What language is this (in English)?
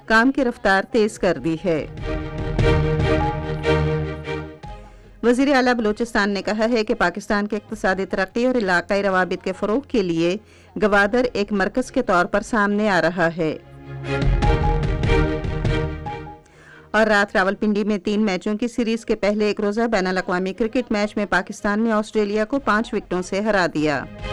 Urdu